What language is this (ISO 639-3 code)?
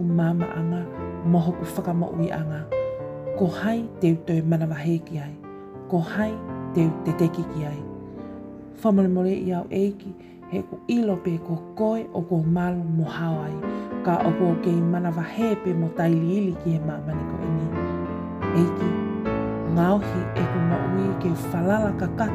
ton